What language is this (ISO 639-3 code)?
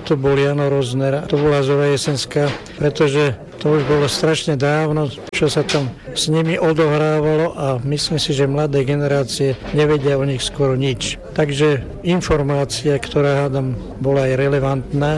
slk